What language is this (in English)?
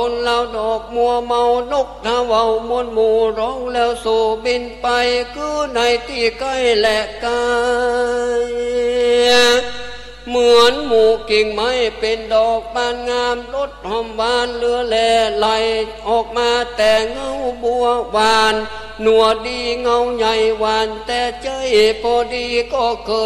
Thai